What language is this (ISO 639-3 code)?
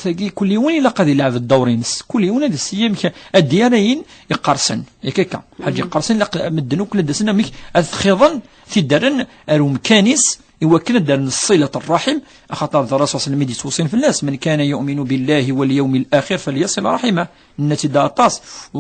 kab